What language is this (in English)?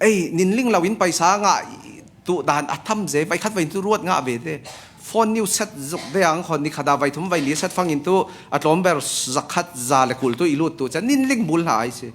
Falam Chin